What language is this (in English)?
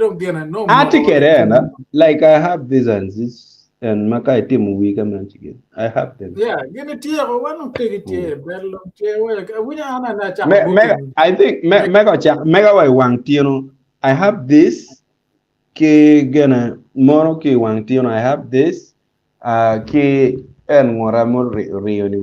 Acoli